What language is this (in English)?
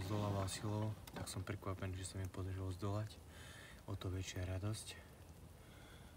Slovak